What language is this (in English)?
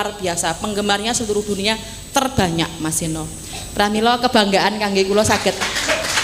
Javanese